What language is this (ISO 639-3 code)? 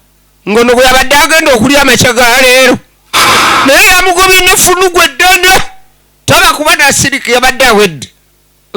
lug